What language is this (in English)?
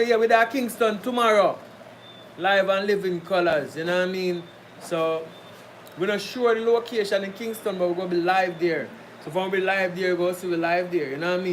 Jamaican Creole English